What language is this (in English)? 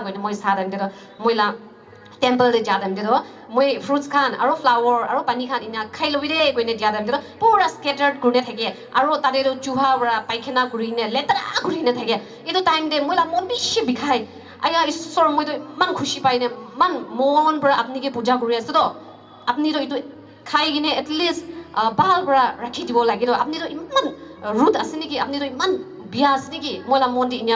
Naga Pidgin